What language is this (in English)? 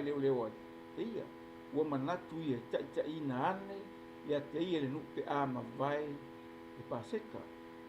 Samoan